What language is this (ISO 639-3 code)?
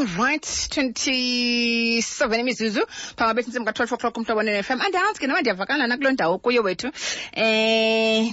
xho